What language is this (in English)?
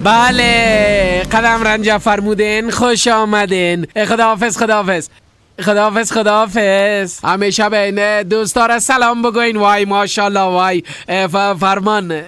Persian